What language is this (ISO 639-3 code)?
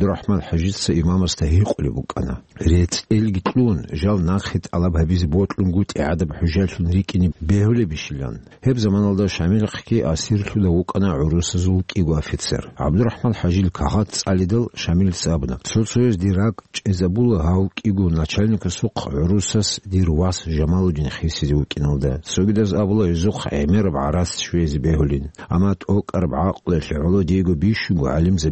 ava